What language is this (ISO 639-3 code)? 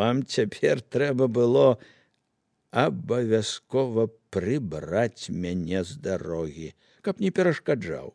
bel